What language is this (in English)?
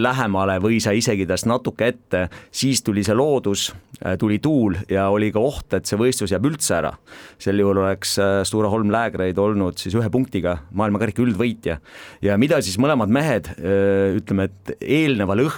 Estonian